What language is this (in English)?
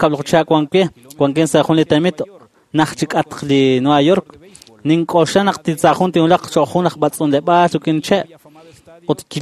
Kekchí